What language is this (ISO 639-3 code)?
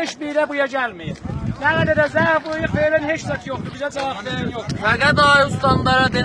azb